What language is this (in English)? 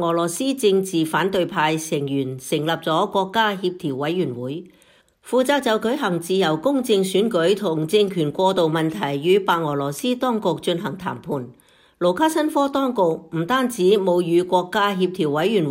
Cantonese